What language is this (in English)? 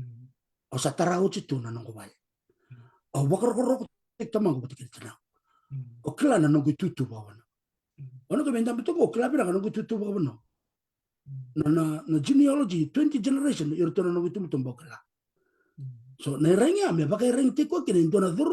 Fijian